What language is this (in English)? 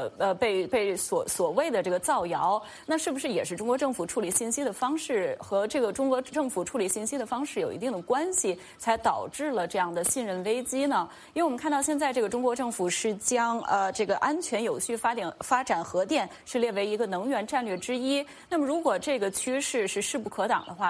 Chinese